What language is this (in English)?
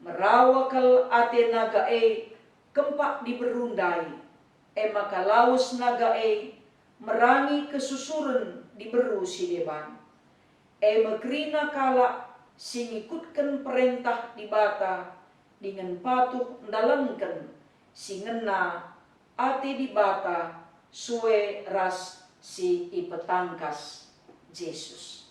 Batak Karo